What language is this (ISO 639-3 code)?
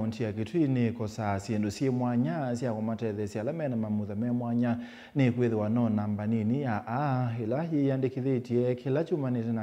kam